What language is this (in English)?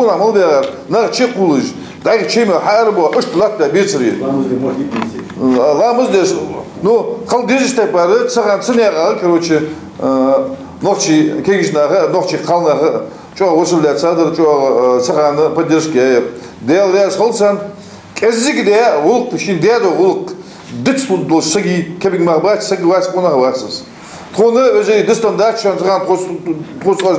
Ingush